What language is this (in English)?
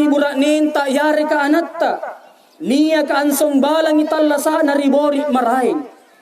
Makasar